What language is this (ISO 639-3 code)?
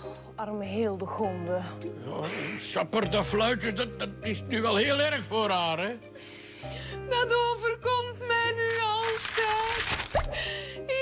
nld